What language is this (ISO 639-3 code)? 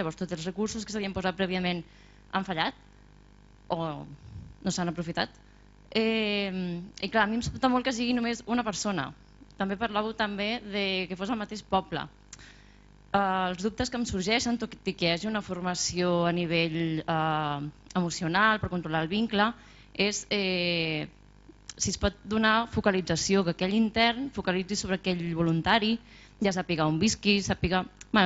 cat